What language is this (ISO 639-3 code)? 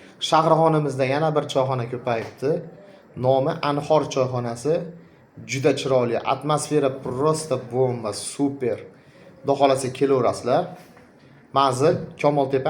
uzb